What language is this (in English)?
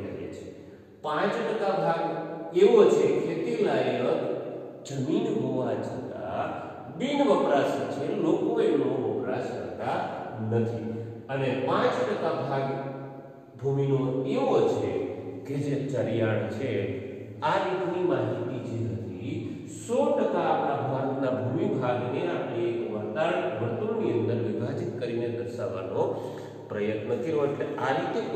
Gujarati